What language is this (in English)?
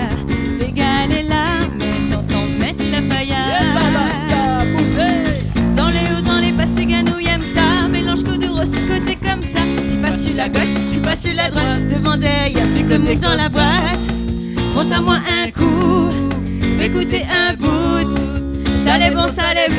Réunion Creole French